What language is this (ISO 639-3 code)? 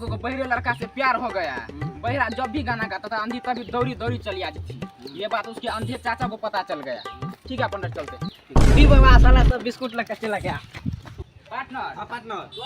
mai